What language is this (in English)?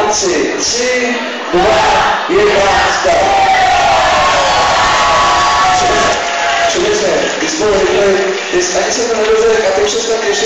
Czech